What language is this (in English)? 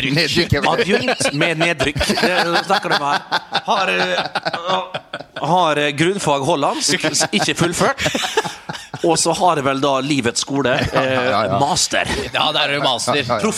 Norwegian